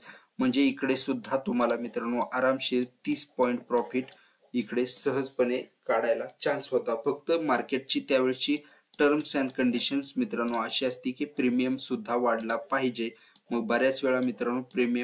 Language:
Marathi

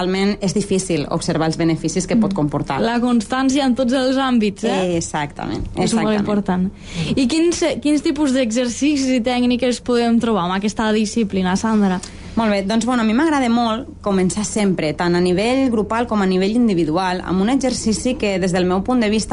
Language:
Catalan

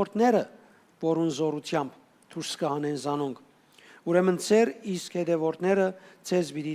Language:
Western Armenian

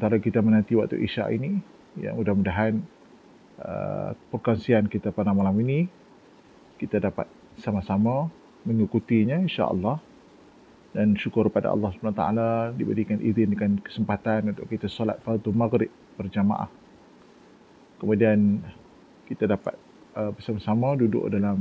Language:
Malay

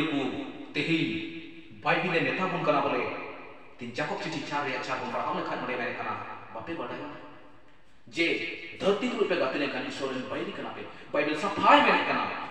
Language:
Santali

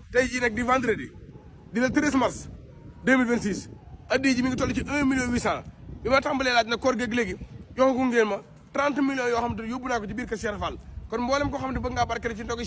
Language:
Wolof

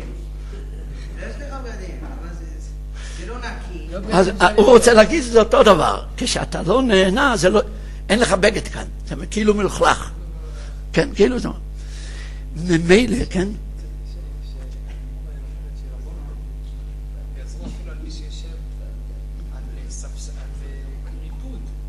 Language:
Hebrew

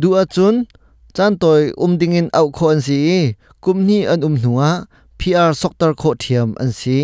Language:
Hakha Chin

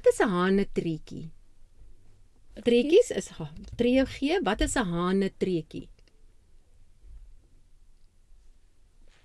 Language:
Afrikaans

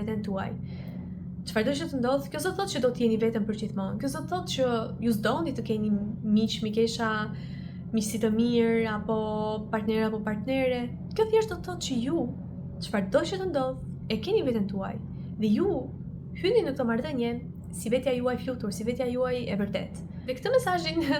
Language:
Albanian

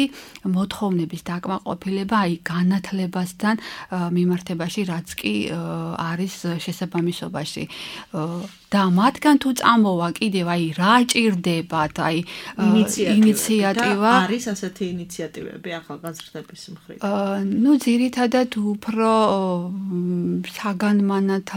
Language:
Georgian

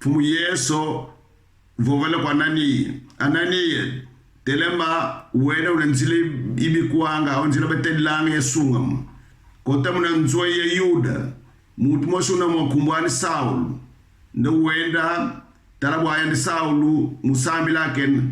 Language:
Kongo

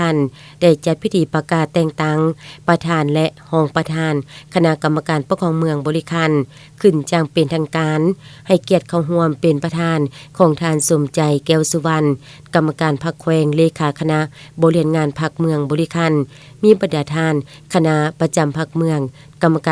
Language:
Lao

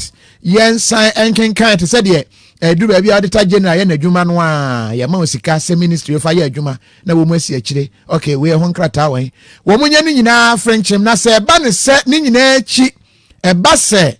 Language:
Akan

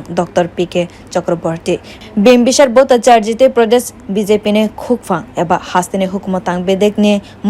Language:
Kok Borok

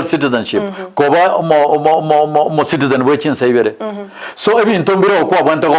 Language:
Gusii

